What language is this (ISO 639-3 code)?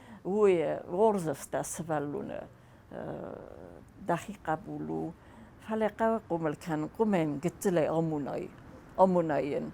oss